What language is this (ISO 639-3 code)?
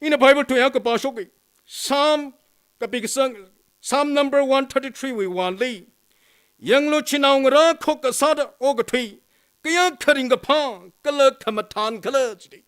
nmf